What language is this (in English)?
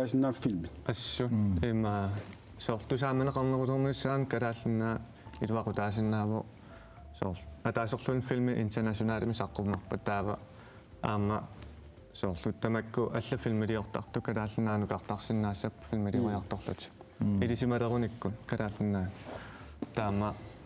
Kalaallisut